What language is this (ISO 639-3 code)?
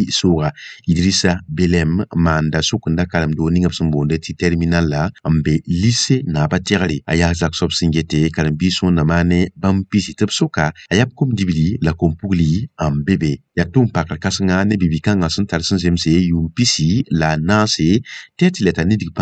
mos